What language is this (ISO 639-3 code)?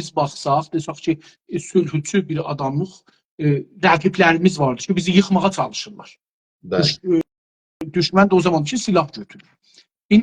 azb